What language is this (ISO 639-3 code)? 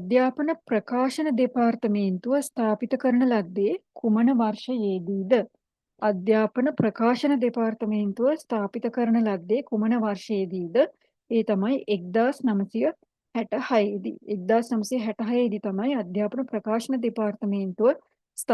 sin